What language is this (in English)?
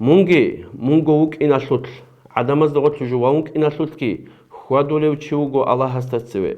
Avaric